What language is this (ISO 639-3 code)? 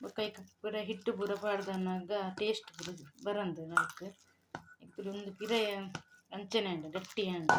tcy